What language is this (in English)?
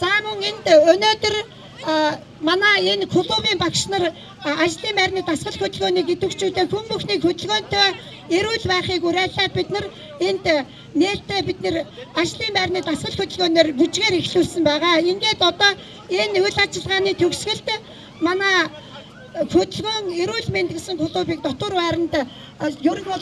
Mongolian